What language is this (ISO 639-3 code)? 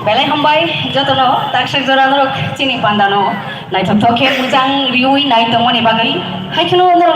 trp